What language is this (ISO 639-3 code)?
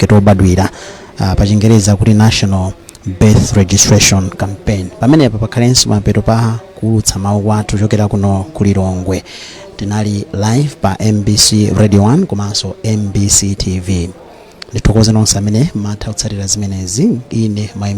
nya